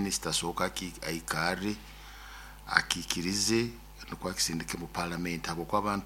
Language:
Nyoro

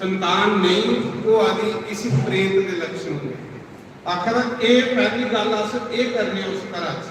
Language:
Dogri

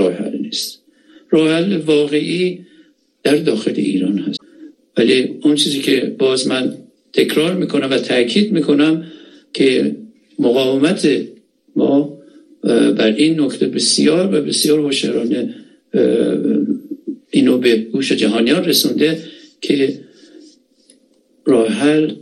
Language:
Persian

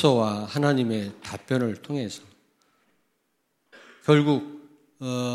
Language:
Korean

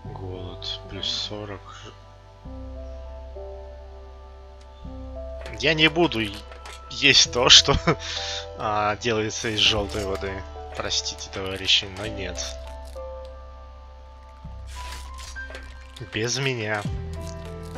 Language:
Russian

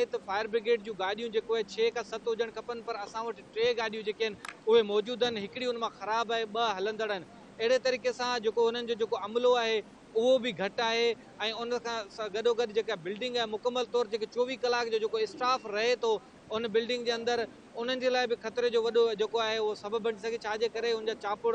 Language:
Sindhi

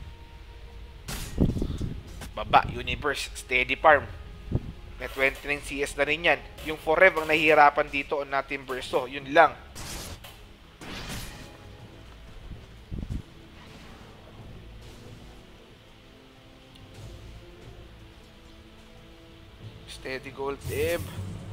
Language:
Filipino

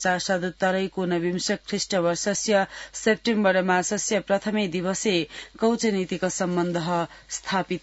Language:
Sanskrit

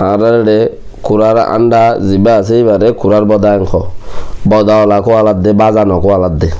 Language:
Rohingya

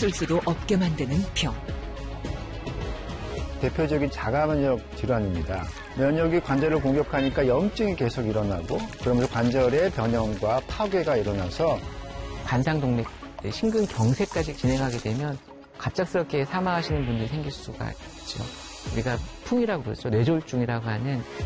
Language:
Korean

